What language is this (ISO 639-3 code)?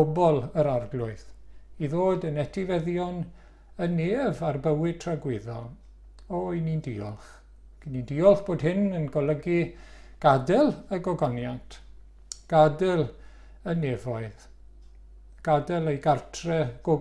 cym